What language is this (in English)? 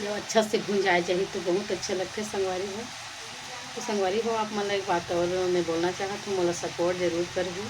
Chhattisgarhi